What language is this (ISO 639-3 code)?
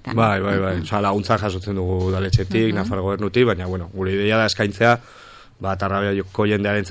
eus